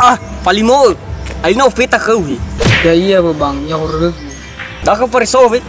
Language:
Nias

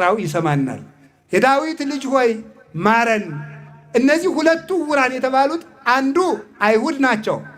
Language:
Amharic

